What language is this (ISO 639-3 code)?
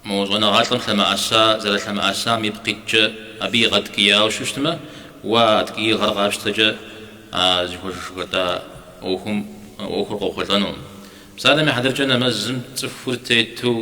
kbd